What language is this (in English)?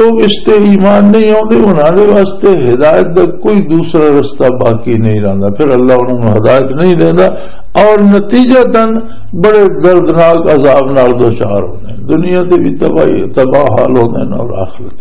Western Panjabi